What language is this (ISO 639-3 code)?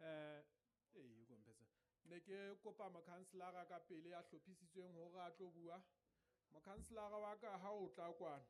sot